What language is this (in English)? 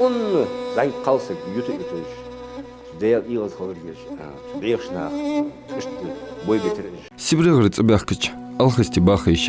Ingush